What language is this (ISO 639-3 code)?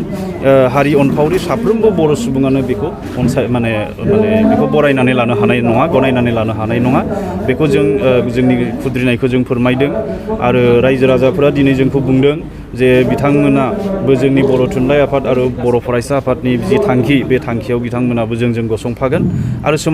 brx